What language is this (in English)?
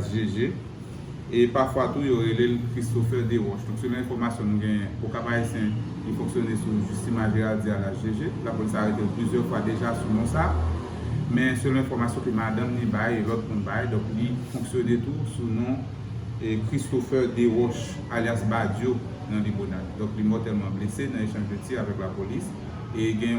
Haitian Creole